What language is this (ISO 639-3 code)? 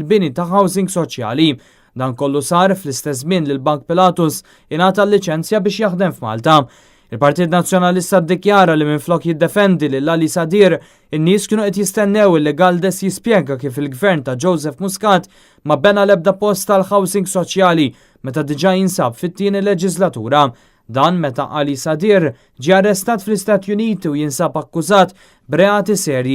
mlt